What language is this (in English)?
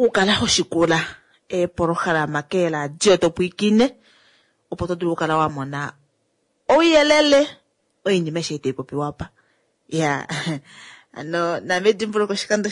Kuanyama